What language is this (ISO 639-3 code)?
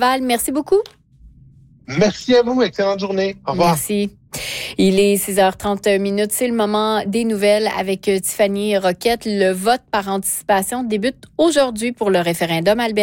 fra